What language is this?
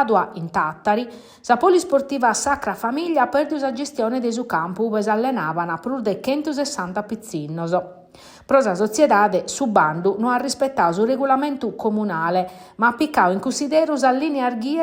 Sardinian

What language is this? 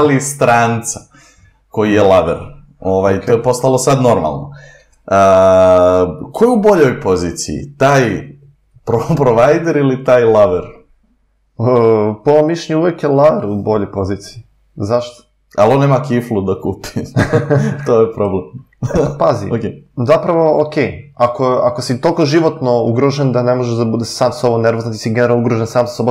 Serbian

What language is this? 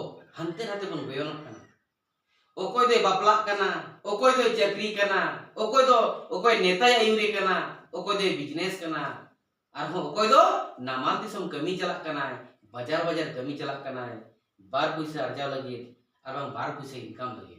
Santali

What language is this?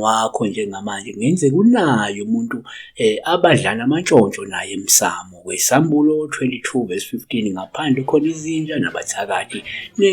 Zulu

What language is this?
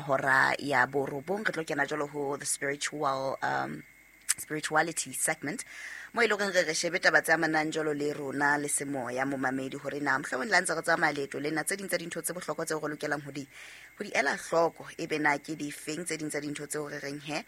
Southern Sotho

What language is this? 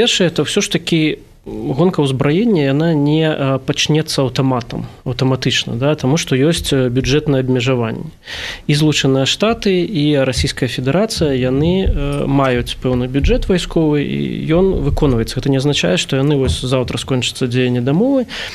Belarusian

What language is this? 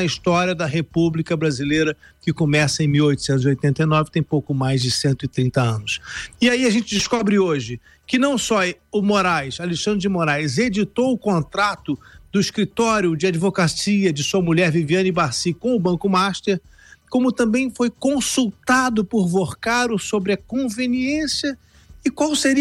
Portuguese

